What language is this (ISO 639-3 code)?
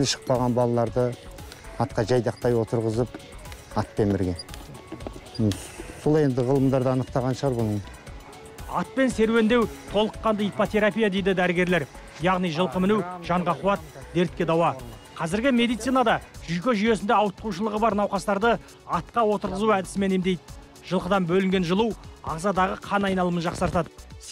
kaz